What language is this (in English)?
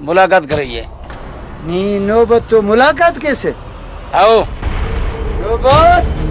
Brahui